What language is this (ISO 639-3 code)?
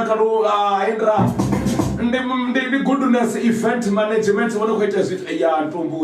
ven